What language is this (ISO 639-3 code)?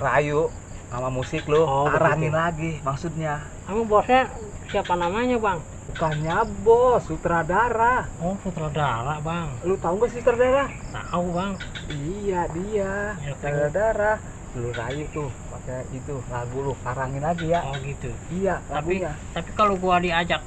bew